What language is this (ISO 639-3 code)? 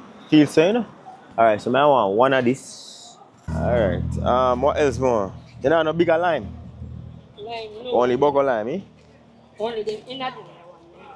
jam